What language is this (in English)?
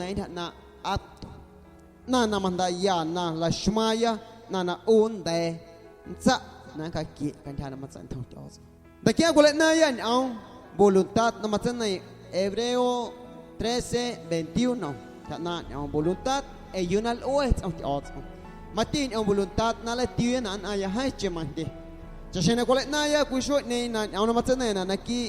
Guerrero Amuzgo